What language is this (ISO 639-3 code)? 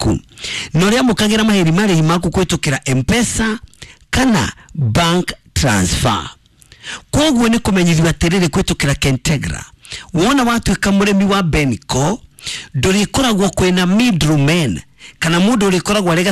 kik